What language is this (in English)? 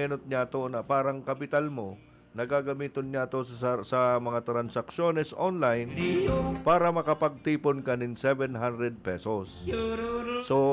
Bikol